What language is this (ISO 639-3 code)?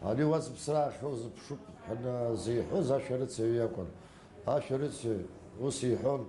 abk